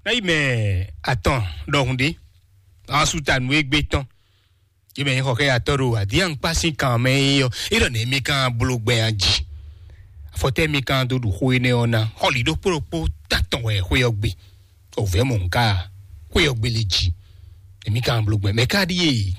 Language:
Fon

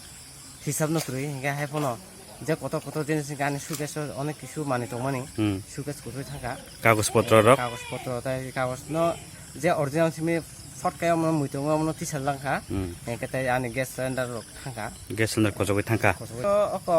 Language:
Kok Borok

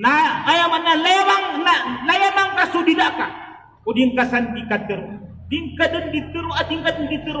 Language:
Maranao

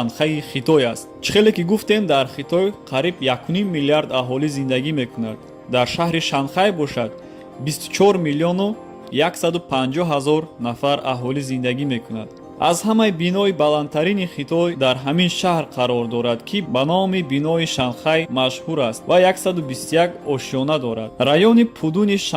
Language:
Tajik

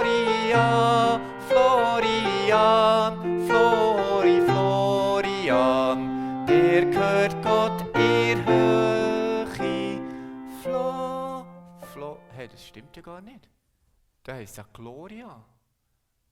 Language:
Swiss German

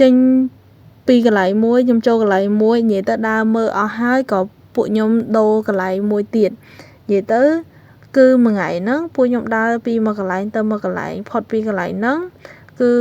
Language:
Khmer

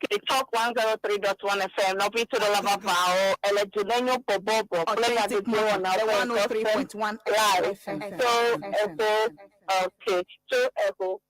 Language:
Ewe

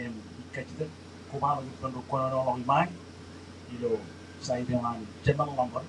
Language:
Marshallese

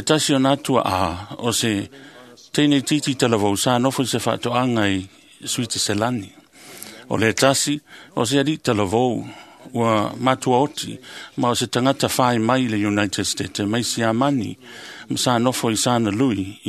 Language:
Samoan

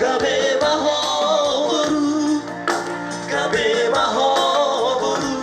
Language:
Batak Toba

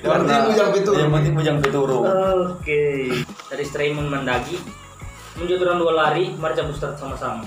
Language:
Manado Malay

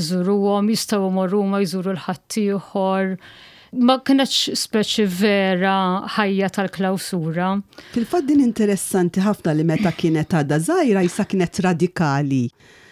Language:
Maltese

